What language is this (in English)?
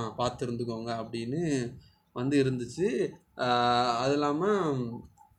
Tamil